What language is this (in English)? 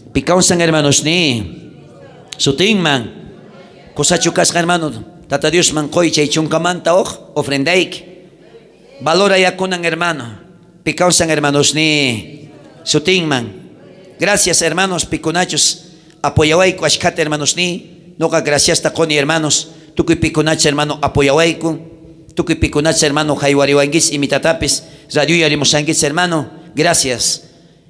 South Bolivian Quechua